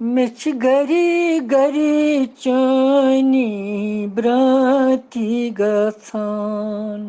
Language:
Kashmiri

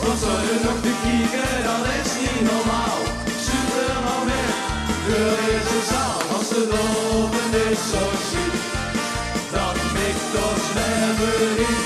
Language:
Limburgish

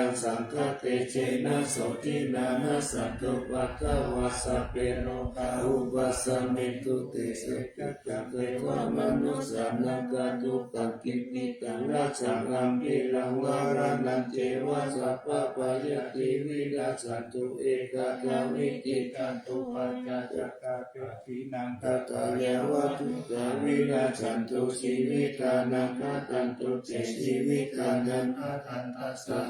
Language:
Pali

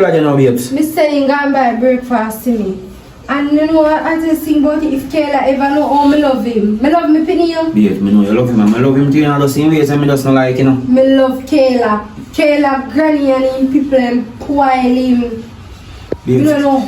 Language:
Jamaican Creole English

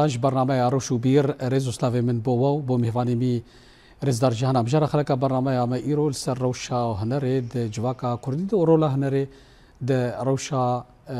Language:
Kurdish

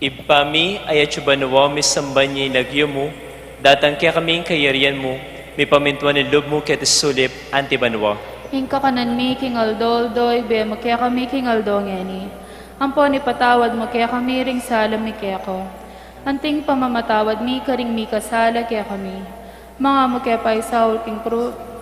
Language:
Pampanga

